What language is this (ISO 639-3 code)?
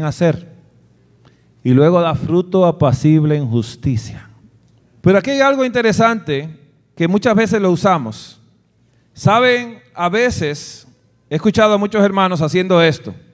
spa